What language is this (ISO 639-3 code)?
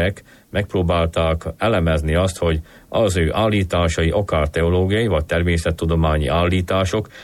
hun